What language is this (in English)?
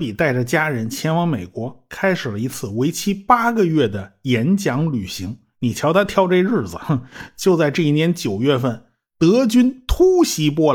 Chinese